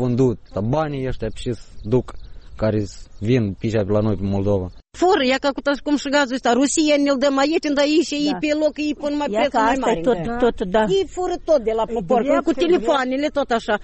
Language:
Romanian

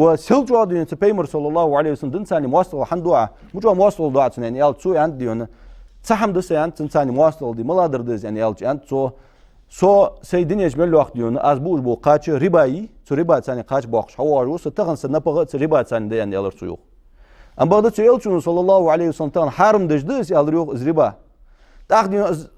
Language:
Ingush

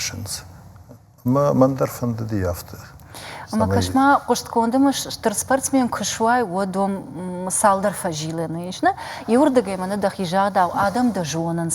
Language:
Ossetic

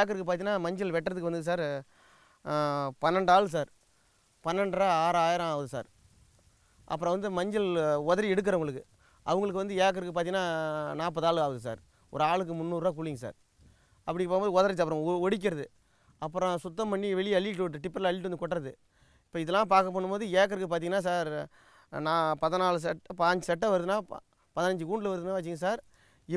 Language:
Tamil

